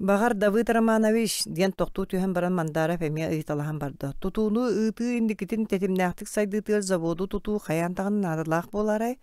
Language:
Yakut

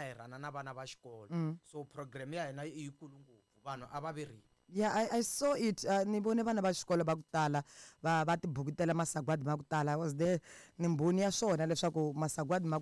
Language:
Tsonga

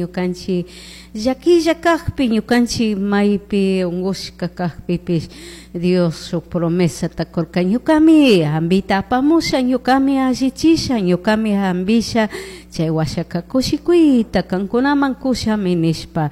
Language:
Chimborazo Highland Quichua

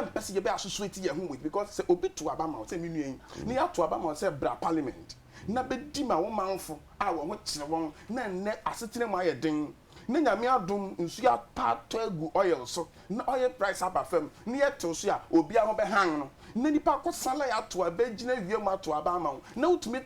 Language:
Akan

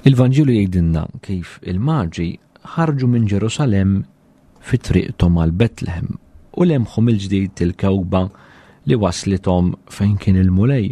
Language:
Maltese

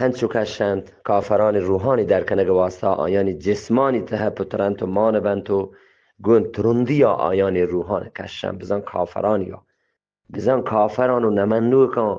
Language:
Eastern Balochi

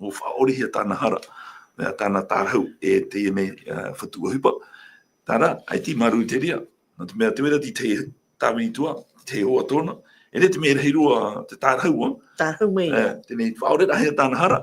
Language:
Tahitian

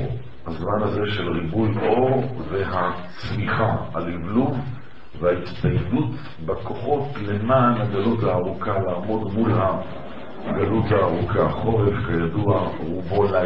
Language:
Hebrew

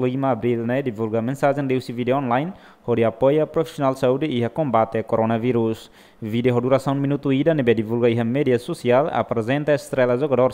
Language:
Tetum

